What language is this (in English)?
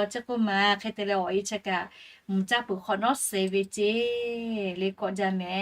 Lahu